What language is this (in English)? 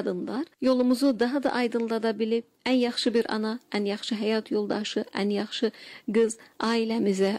Azerbaijani